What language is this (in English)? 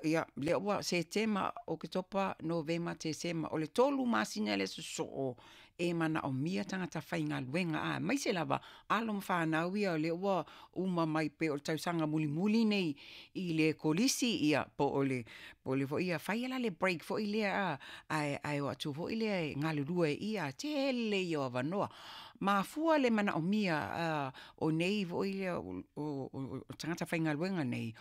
Samoan